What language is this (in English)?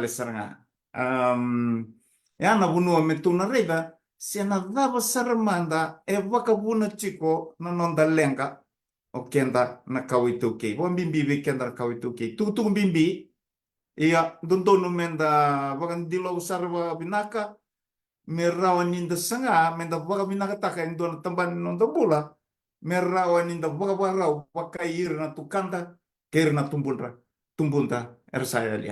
Fijian